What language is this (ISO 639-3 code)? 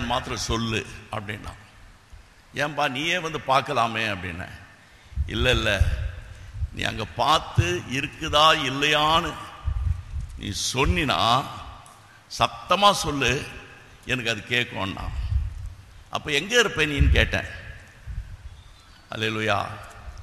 tam